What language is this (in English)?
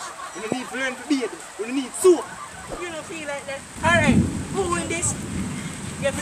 Jamaican Creole English